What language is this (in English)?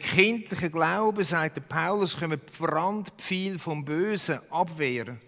Swiss German